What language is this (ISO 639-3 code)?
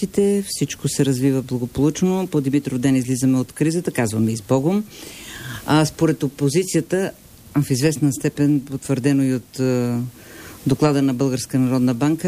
bul